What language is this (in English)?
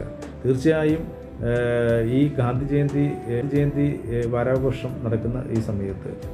Malayalam